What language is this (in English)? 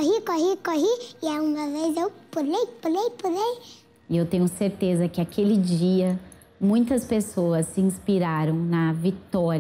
Portuguese